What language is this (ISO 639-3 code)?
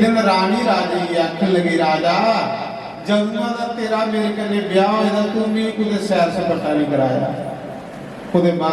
doi